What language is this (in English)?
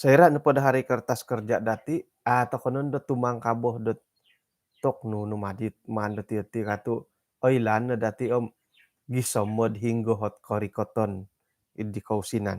Central Dusun